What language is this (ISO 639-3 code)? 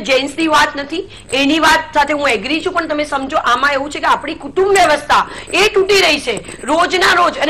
guj